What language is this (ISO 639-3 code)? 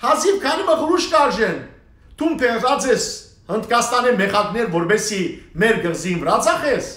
hyw